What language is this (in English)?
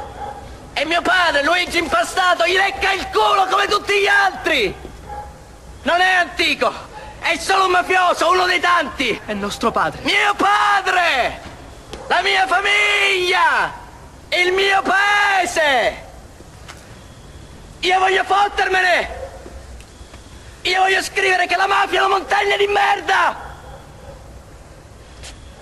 Italian